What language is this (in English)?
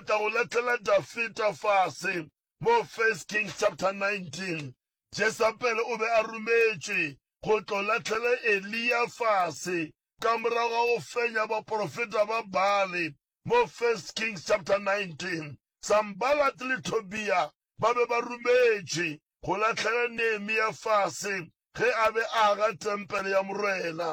Northern Sotho